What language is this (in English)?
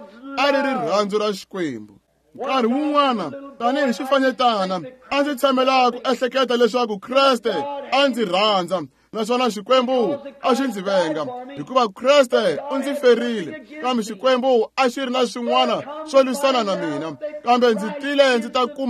Tsonga